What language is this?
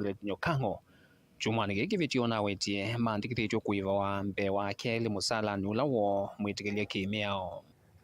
Kamba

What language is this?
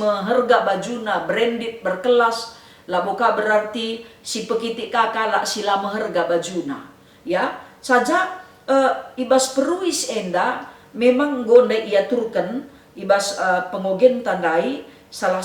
Batak Karo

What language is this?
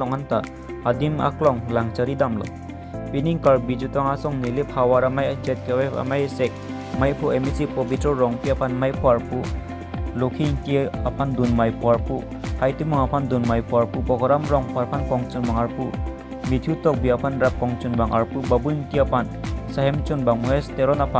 Karbi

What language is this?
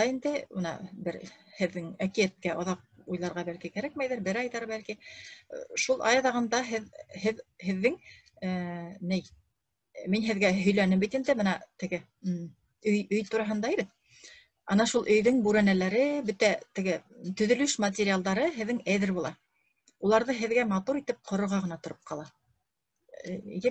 Bashkir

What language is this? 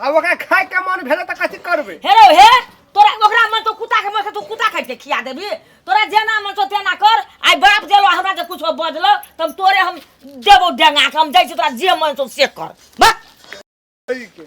Maithili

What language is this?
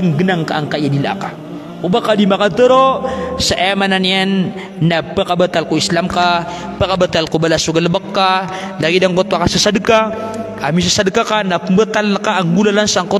Maranao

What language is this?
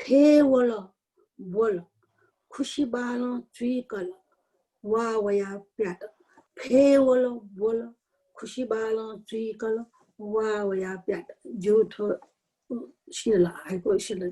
Newari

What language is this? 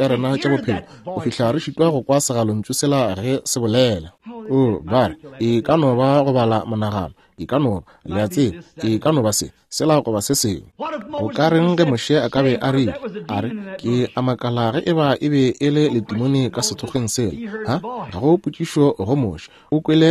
Northern Sotho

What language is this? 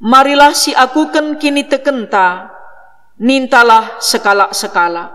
Batak Karo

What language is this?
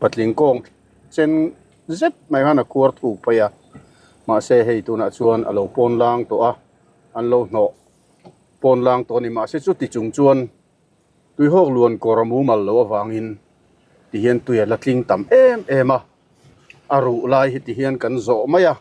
Mizo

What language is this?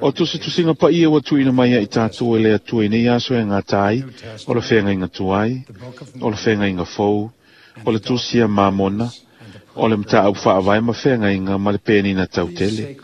Samoan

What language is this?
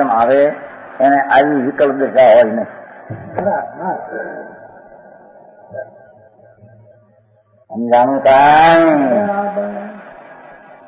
Gujarati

